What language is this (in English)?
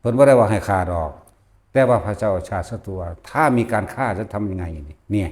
Northeastern Thai